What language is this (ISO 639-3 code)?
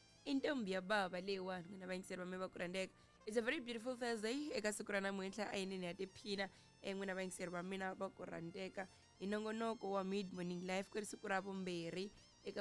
tso